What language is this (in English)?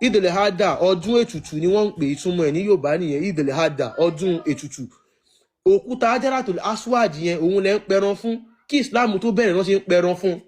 Yoruba